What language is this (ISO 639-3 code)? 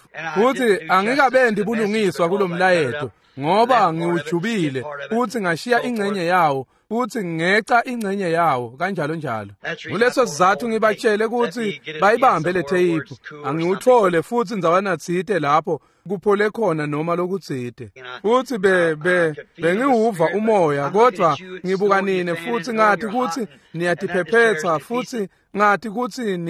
ssw